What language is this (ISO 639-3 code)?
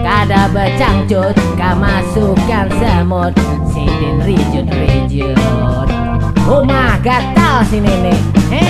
bjn